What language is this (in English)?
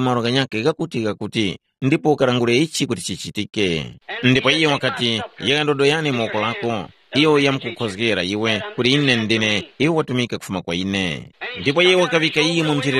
Tumbuka